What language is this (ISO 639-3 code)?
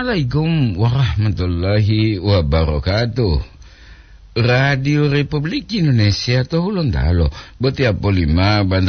gor